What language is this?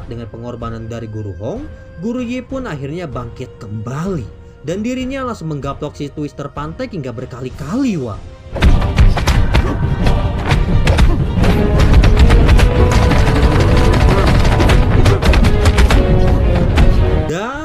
Indonesian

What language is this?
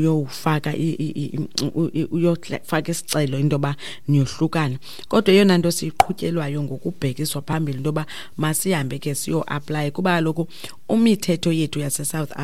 Xhosa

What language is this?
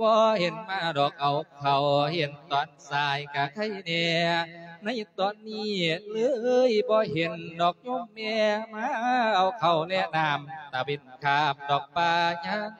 Lao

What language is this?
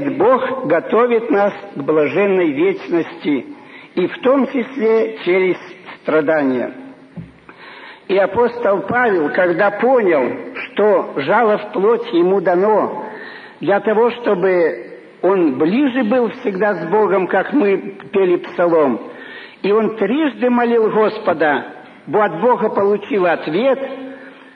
Russian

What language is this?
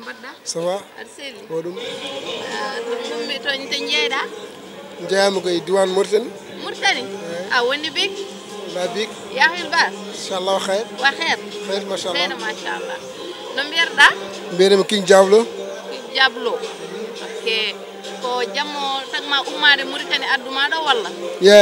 Fula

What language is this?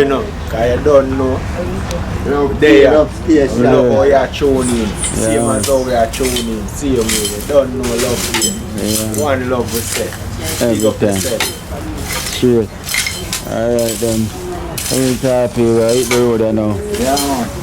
Jamaican Creole English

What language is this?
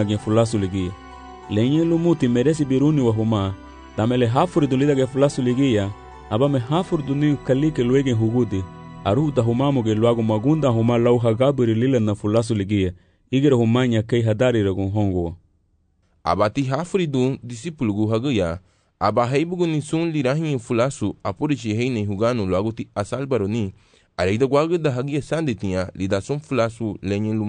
Garifuna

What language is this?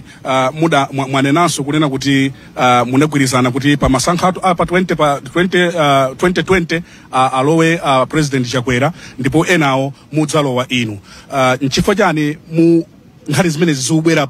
Nyanja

